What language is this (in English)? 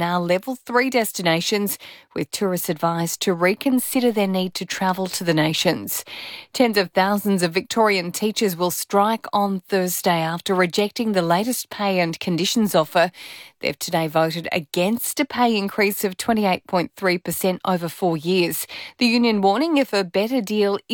English